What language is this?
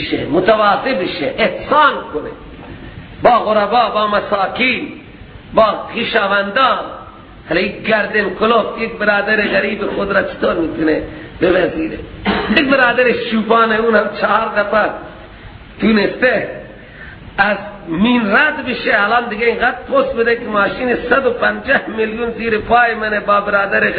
Persian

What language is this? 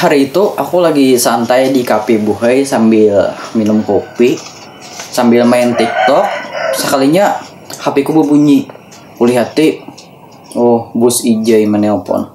Banjar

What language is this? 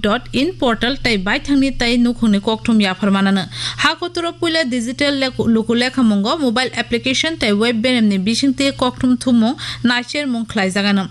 Kok Borok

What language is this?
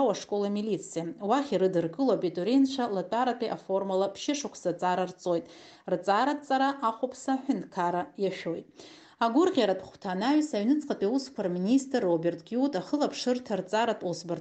Abkhazian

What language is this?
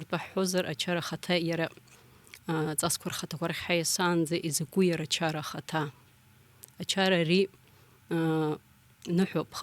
Abkhazian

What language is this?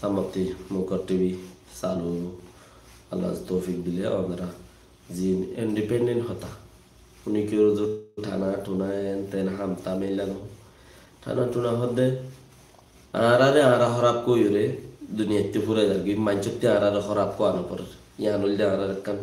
Rohingya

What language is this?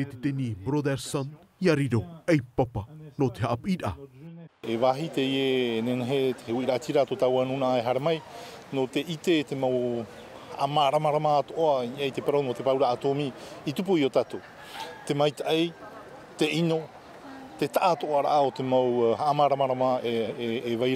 Tahitian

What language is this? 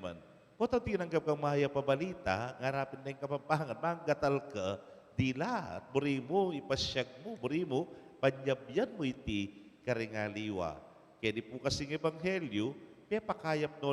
Pampanga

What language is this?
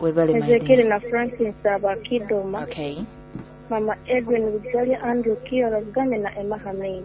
Nyoro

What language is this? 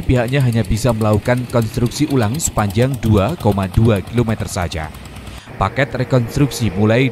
Indonesian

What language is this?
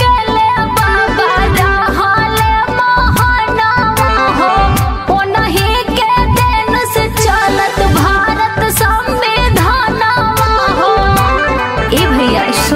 Bhojpuri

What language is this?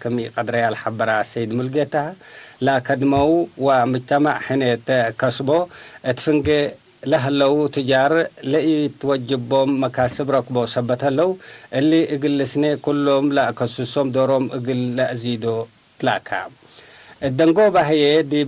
Tigre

